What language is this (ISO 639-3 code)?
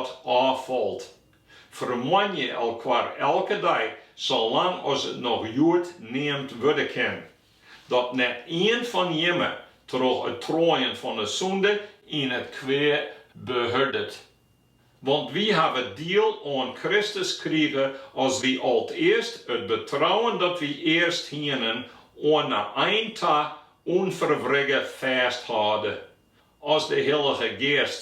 fry